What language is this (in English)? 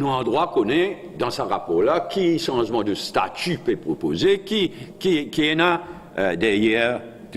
Morisyen